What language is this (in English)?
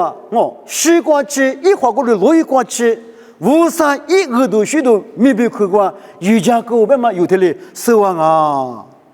Lisu